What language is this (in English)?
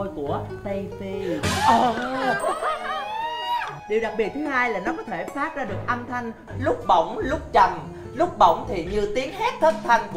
Vietnamese